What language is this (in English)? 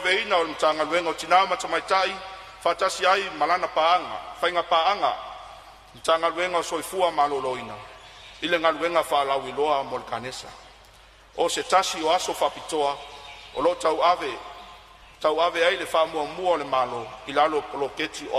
Samoan